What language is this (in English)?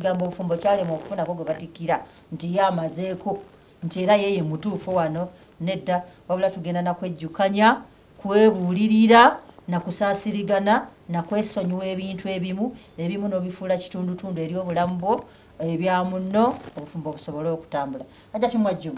Ganda